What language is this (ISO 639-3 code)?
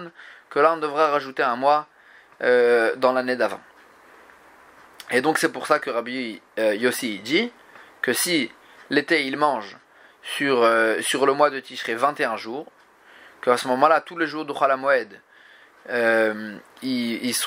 fra